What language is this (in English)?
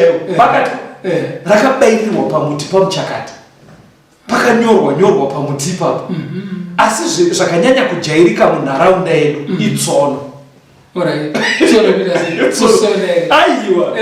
Shona